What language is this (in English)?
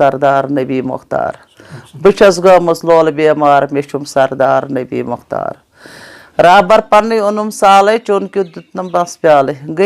Kashmiri